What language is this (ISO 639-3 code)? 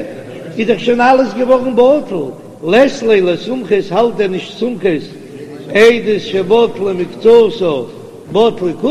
yid